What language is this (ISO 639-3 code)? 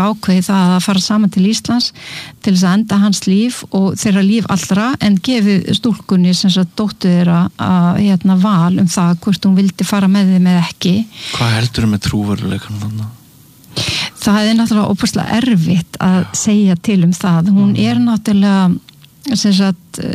isl